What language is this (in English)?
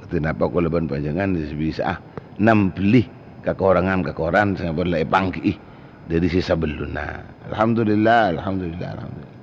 Madurese